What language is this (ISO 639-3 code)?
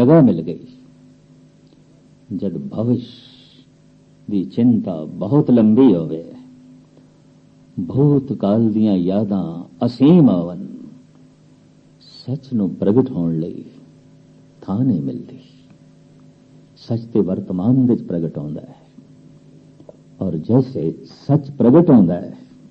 pan